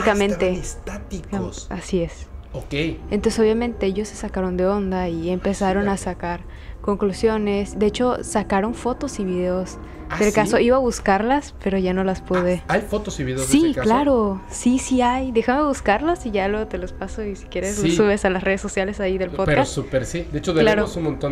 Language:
Spanish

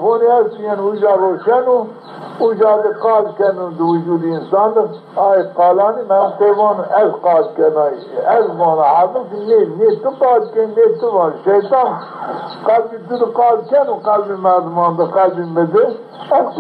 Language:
Zaza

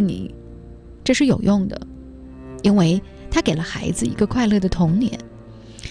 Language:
Chinese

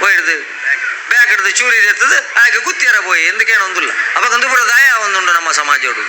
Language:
Tulu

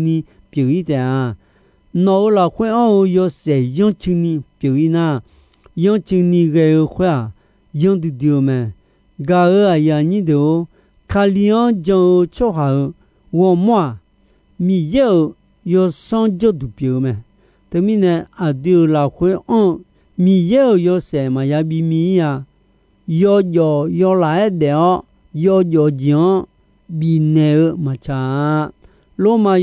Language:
Akha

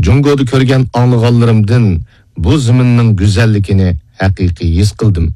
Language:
Uyghur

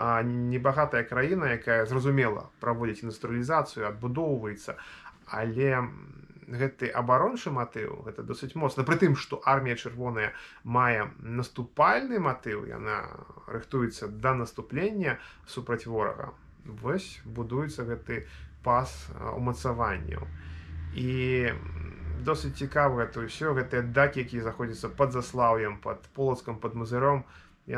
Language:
Belarusian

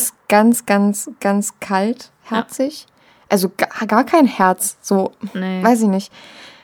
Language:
German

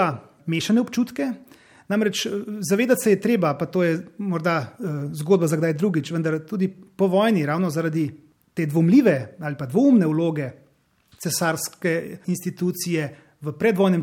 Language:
Slovenian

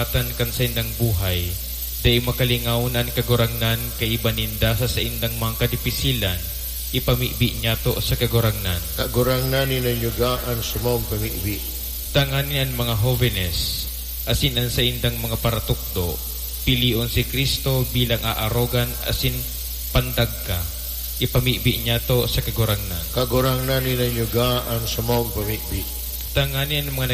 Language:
Bikol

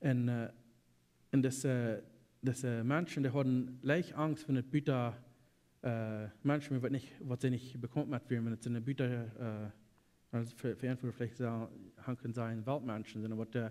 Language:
Plautdietsch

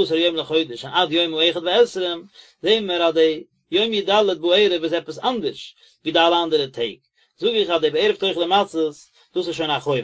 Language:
Yiddish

